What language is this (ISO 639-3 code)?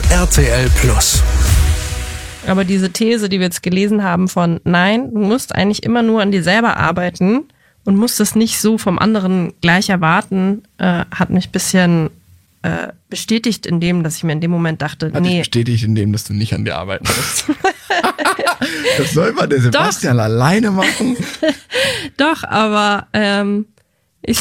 deu